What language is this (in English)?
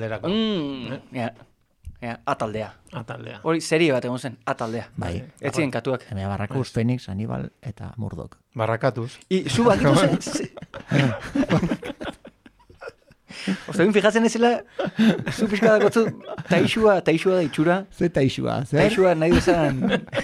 Basque